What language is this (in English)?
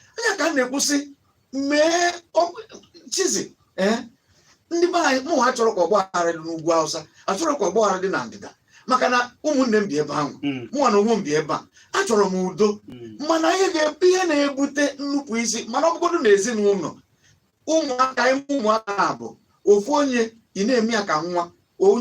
Igbo